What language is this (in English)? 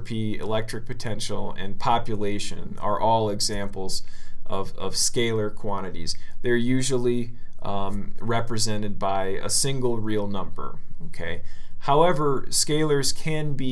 English